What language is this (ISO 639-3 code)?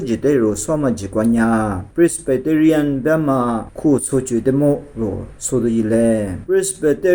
lis